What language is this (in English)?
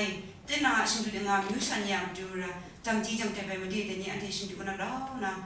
Kachin